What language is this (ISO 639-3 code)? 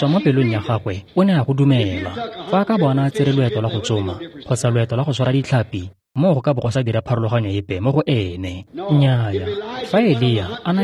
tsn